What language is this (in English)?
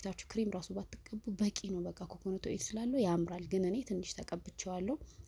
Amharic